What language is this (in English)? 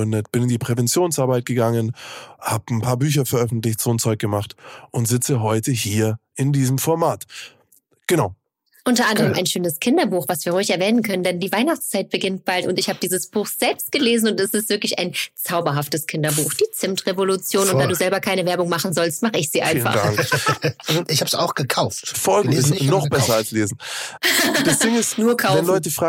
German